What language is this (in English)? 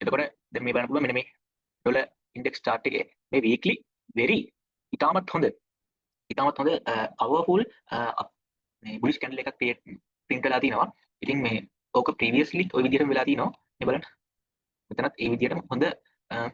Sinhala